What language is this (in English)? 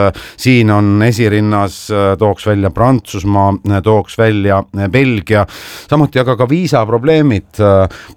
Estonian